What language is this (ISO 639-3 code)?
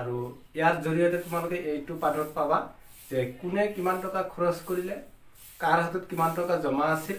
asm